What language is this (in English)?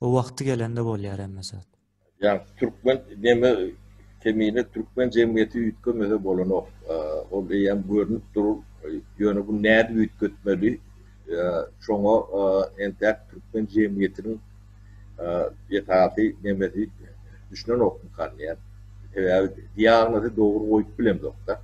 Turkmen